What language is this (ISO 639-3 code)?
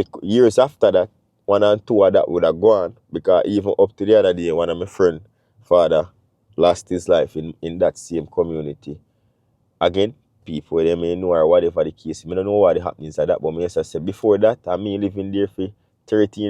jam